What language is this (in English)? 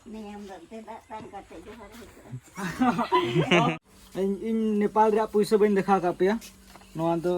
Santali